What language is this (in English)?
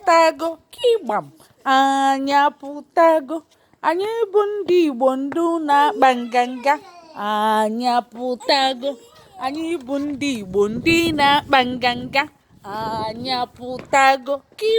Igbo